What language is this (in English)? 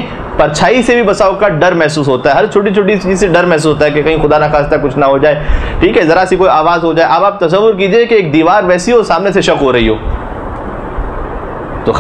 Hindi